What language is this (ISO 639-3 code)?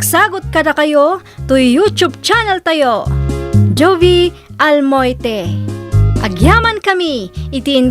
ilo